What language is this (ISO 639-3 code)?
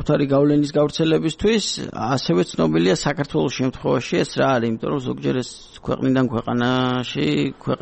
kat